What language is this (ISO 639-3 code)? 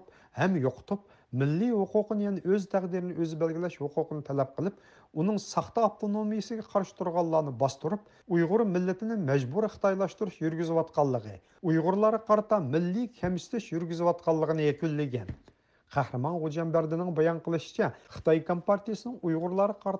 uig